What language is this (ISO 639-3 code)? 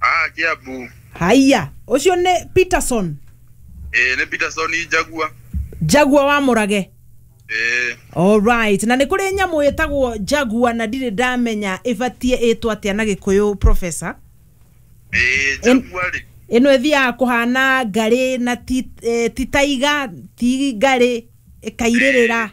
kik